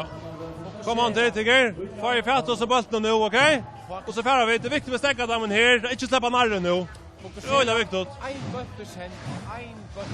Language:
Faroese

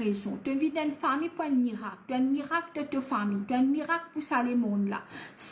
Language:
Morisyen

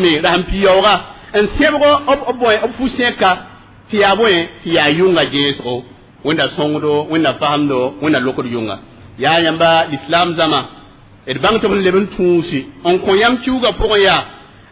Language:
Mossi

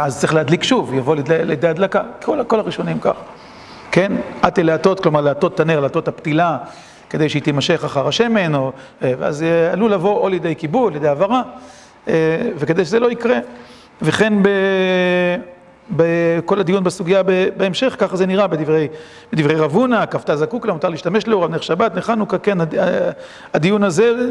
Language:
Hebrew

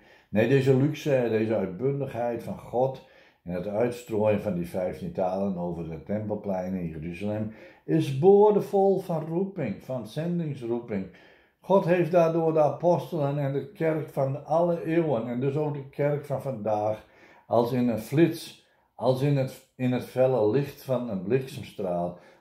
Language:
Dutch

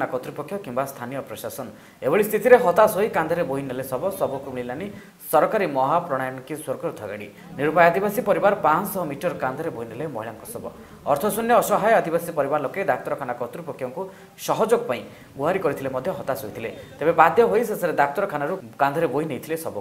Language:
Odia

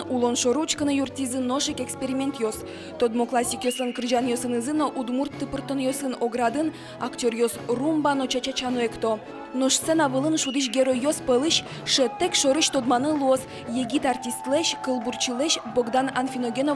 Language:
Udmurt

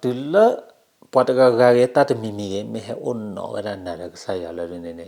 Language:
S'gaw Karen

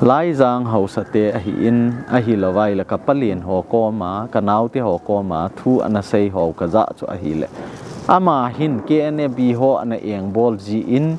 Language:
Thado Chin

